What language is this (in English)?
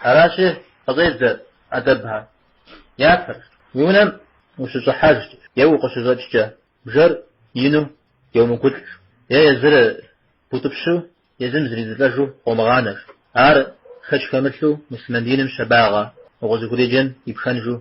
Kabardian